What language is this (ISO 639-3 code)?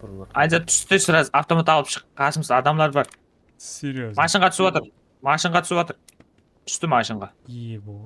kaa